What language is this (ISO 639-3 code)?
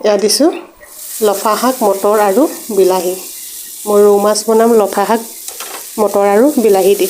asm